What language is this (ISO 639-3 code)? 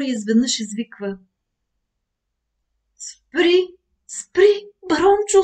bul